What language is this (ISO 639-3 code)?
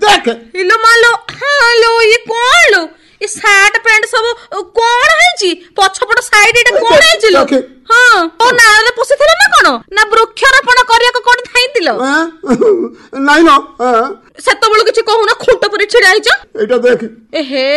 ori